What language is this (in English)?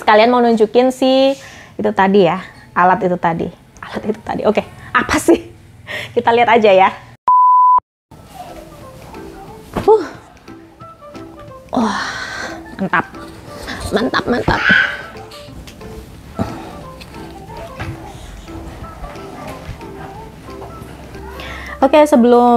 Indonesian